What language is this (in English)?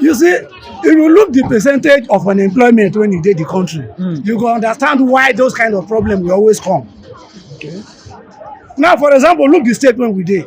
Nigerian Pidgin